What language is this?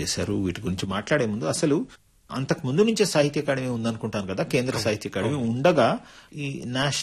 Telugu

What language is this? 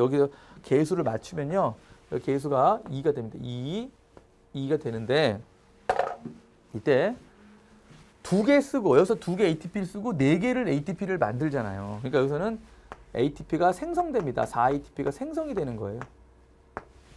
Korean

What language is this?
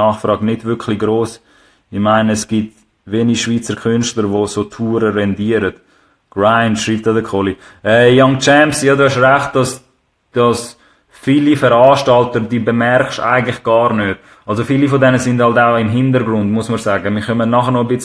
Swiss German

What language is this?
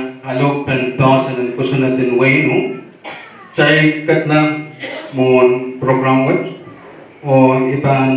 Pohnpeian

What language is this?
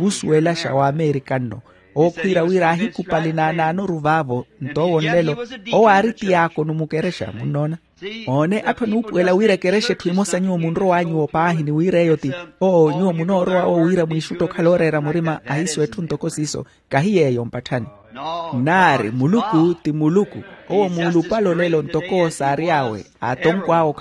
Makhuwa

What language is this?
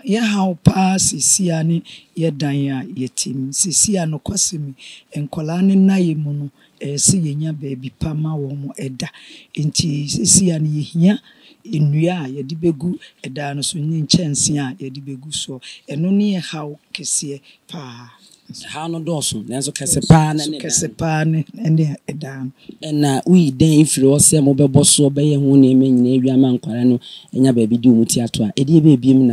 Akan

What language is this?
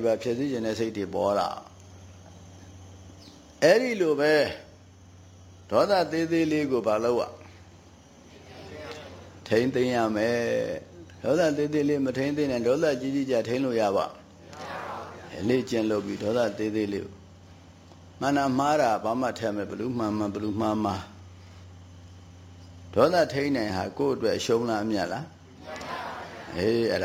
Burmese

